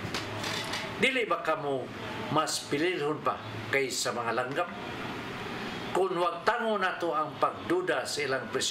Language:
Cebuano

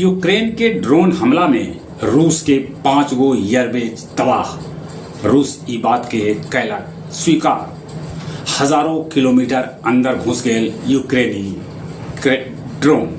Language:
Magahi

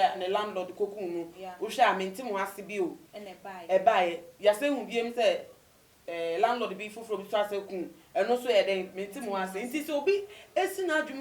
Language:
Akan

